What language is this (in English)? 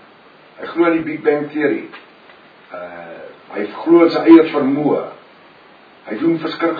Afrikaans